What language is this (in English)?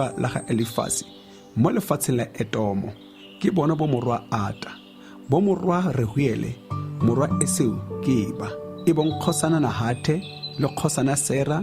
Tswana